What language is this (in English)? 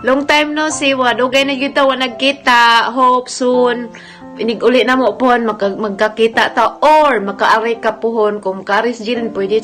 Cebuano